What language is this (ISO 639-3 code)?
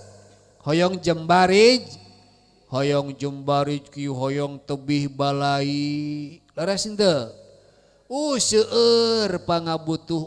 sun